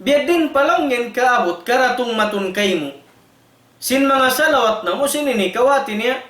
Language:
Tausug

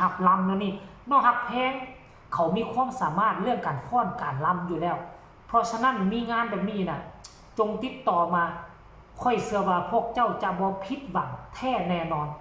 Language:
Lao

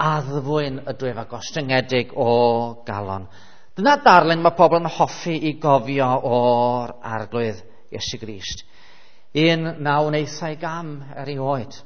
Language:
Welsh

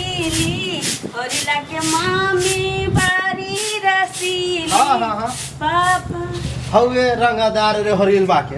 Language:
Maithili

